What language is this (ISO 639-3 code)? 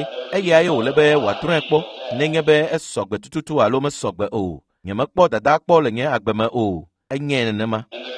ewe